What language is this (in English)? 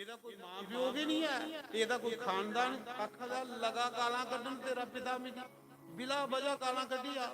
Dogri